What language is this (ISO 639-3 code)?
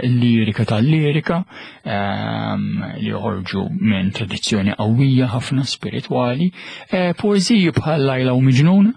mlt